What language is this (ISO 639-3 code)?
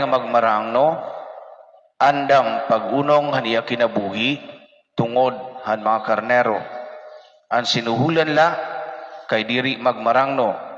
war